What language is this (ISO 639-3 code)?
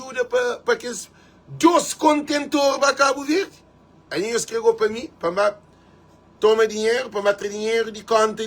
kea